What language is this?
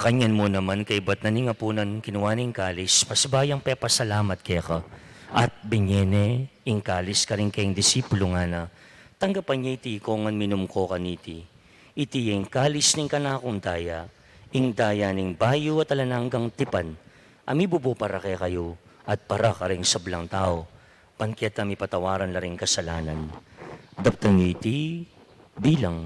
Pampanga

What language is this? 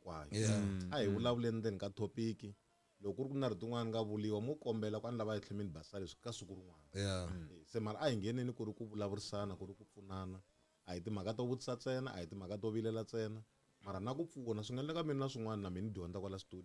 Tsonga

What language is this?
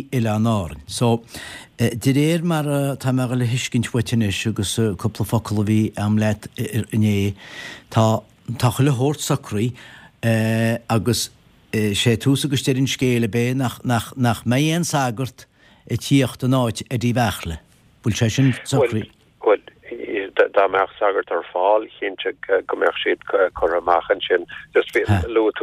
Irish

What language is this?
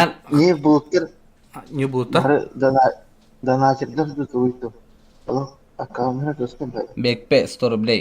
Yakut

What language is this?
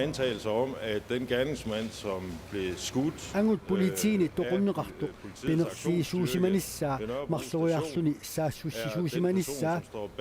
Kalaallisut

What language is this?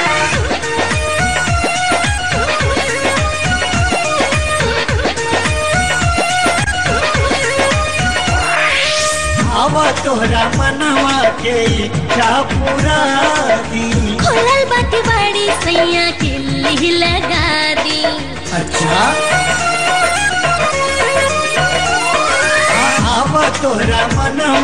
Bhojpuri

